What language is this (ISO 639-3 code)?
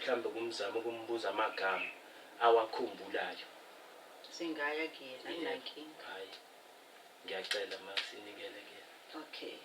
zul